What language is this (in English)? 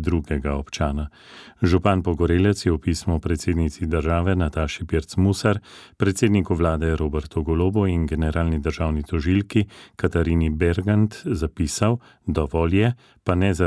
Slovenian